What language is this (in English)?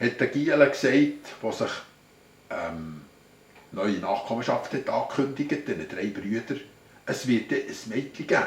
Swiss German